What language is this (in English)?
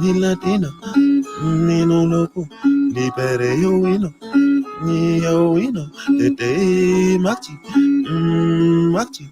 Acoli